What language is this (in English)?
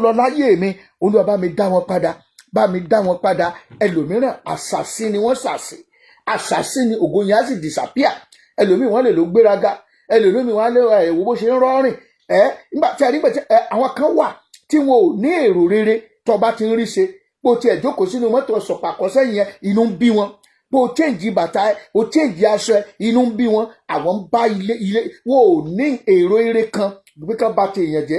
Yoruba